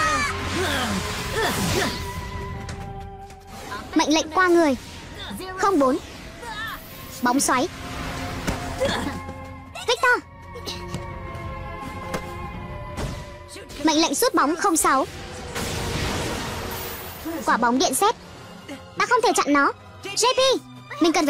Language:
Vietnamese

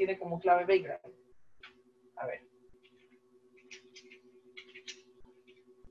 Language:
Spanish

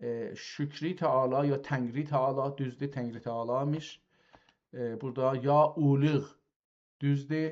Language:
South Azerbaijani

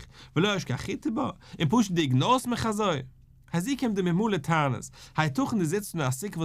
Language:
Yiddish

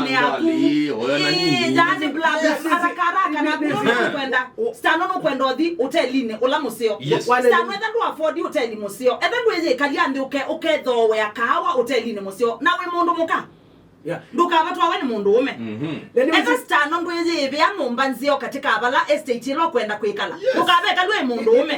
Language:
Kamba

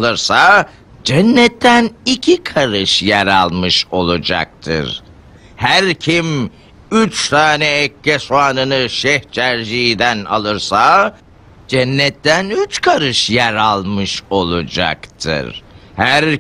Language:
Turkish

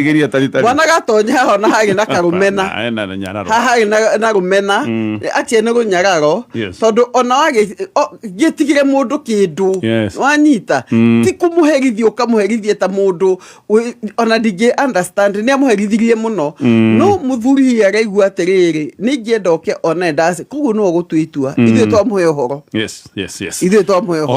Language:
Kikuyu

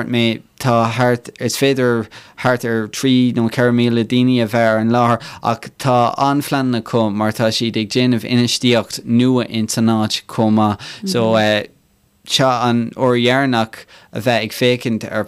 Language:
Irish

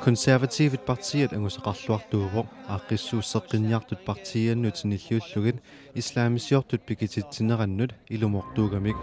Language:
Kalaallisut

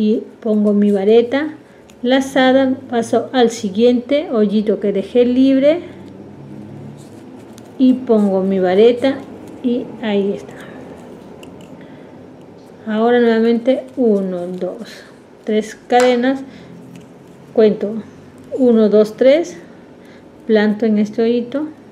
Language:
Spanish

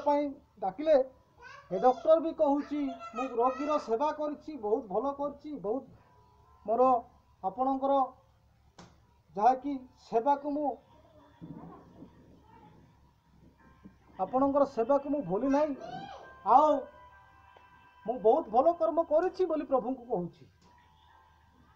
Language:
Odia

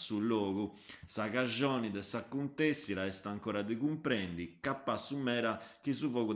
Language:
Sardinian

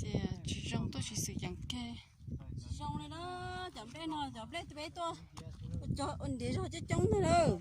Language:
Hmong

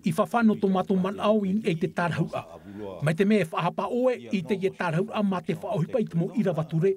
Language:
Tahitian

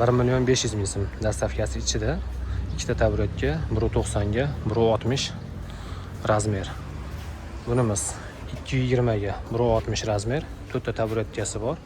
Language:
Uzbek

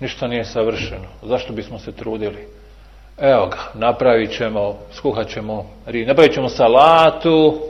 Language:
Bosnian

